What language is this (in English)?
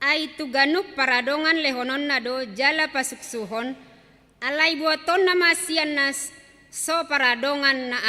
Batak Toba